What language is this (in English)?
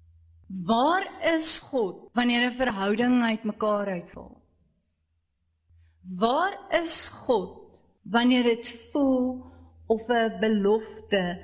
Afrikaans